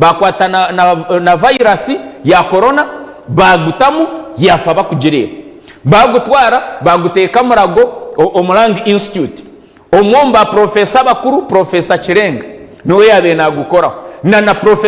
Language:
Nyankole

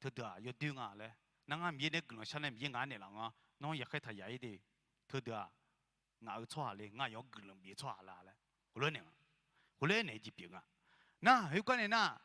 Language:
Akha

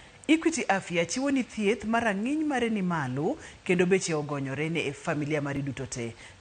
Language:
Luo (Kenya and Tanzania)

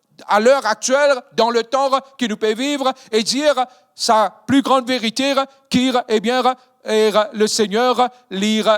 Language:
Morisyen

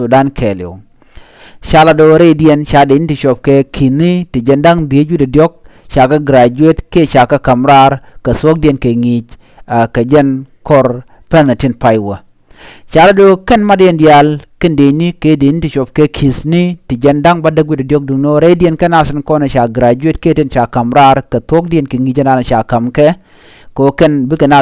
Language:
Nuer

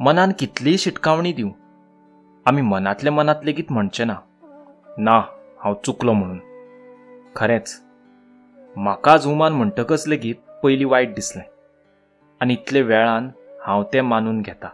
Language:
Konkani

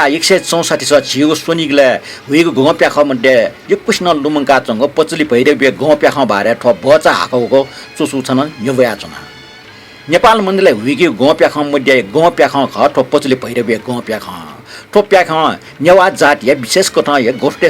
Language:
Newari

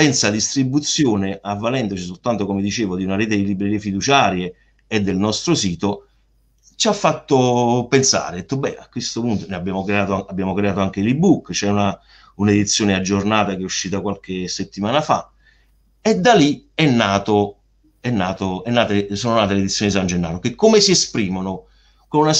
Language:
Italian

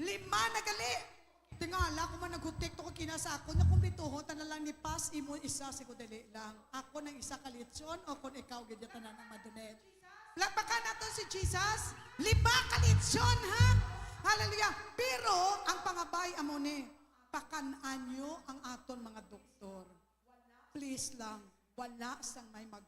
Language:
Hiligaynon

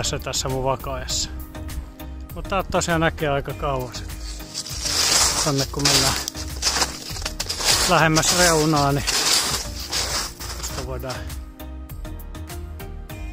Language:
Finnish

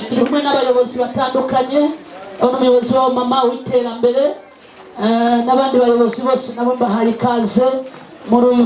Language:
Kinyarwanda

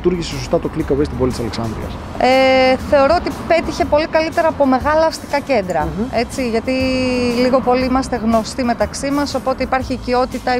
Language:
Greek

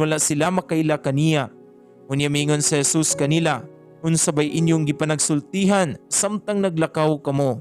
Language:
Cebuano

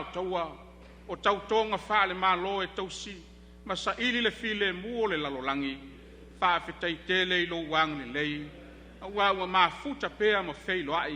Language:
Samoan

